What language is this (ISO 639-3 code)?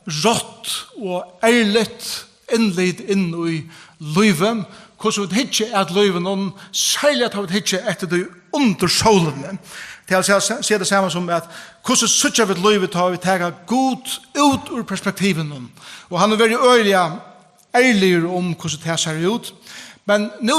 fao